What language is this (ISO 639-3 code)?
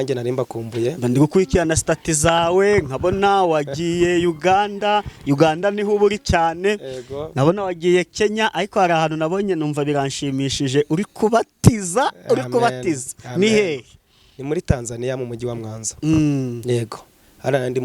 kin